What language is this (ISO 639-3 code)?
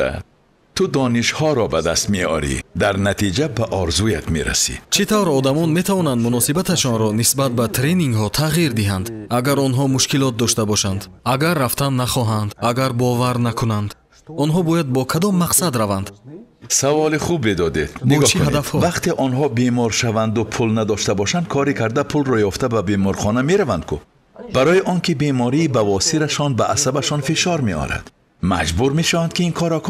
tgk